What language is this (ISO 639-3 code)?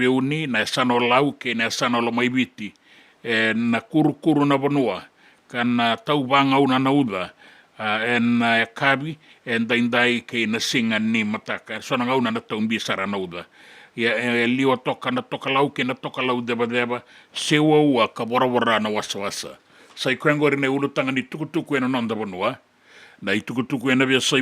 fij